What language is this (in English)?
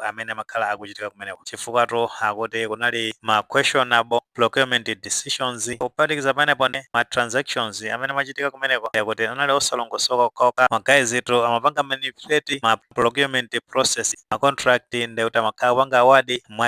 Nyanja